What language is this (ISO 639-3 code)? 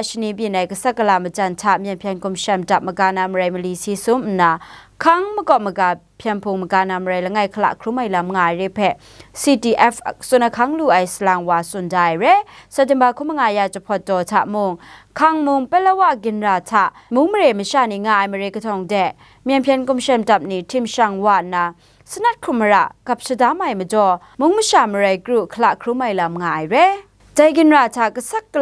kac